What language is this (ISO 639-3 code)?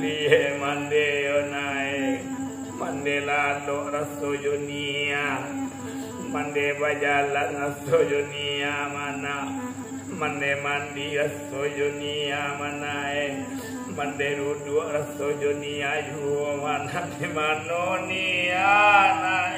min